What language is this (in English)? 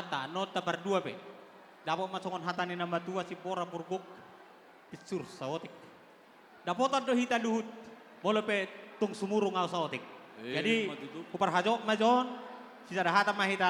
Batak Toba